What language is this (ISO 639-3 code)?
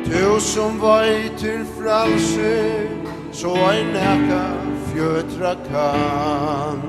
fao